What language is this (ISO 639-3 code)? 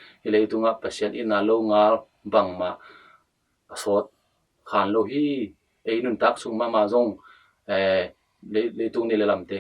ctd